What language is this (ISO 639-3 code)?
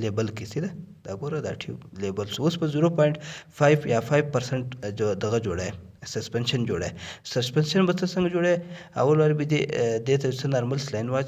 pus